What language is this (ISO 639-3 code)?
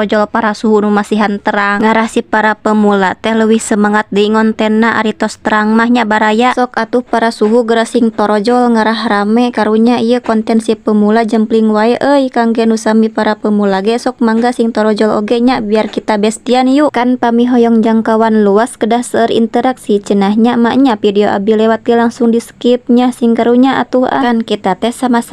sun